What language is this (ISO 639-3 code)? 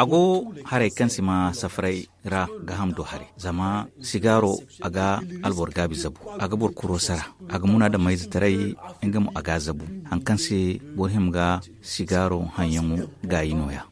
dje